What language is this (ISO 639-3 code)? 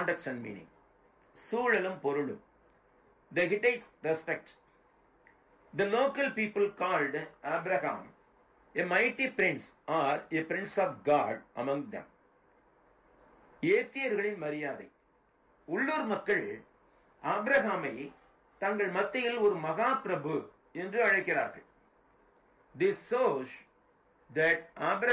tam